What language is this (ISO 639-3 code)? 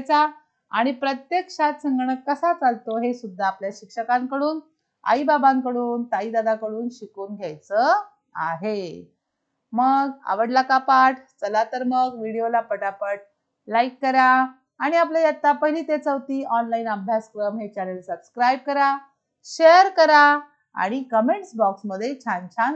mar